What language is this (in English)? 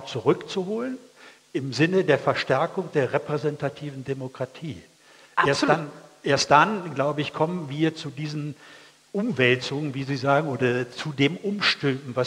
German